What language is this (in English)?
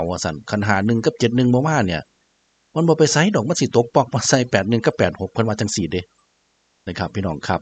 Northeastern Thai